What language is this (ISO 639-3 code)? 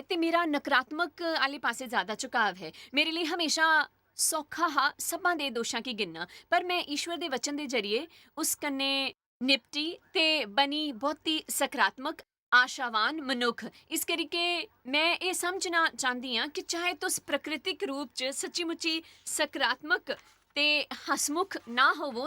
doi